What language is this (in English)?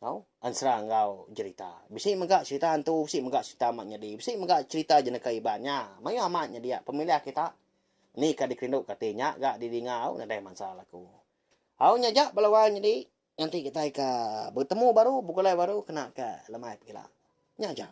Iban